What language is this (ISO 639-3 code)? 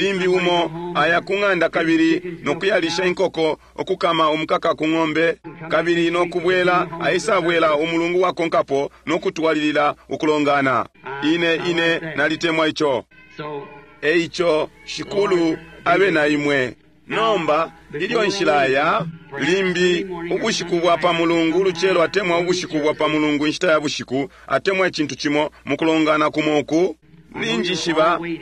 bem